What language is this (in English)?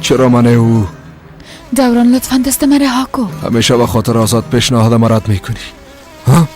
Persian